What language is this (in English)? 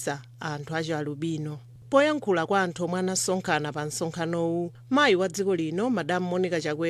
Nyanja